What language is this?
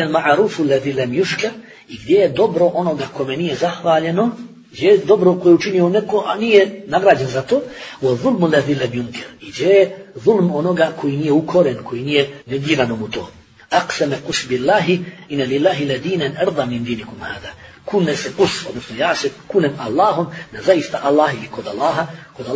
Bosnian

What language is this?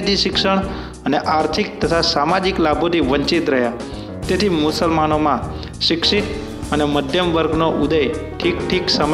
Gujarati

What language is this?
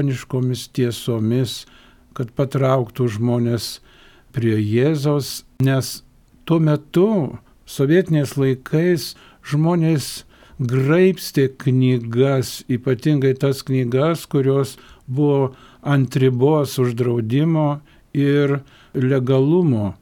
Lithuanian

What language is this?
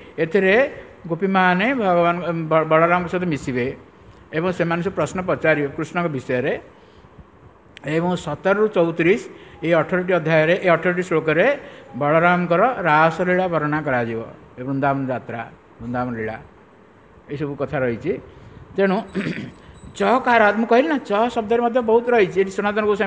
Odia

